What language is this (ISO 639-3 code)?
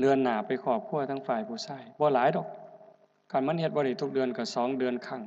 tts